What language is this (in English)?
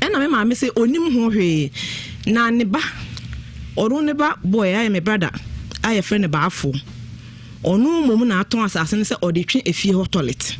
Akan